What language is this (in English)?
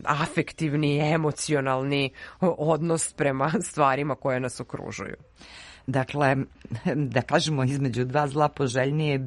Serbian